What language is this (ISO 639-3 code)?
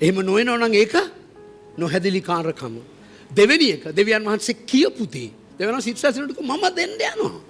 sin